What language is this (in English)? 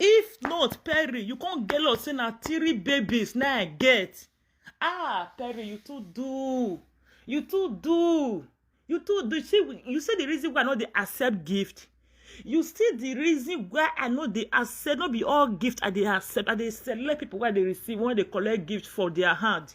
Nigerian Pidgin